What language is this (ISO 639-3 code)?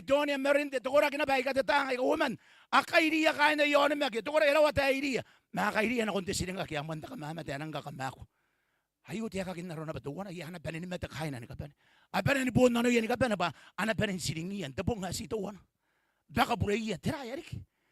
gil